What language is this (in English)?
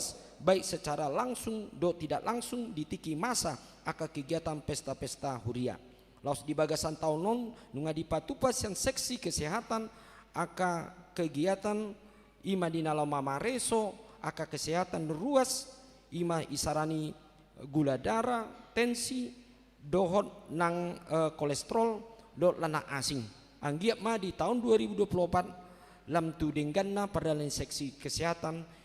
Batak Toba